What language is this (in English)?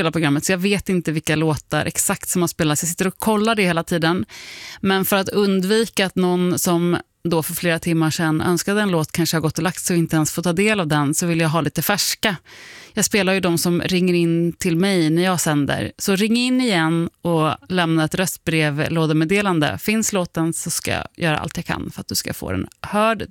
Swedish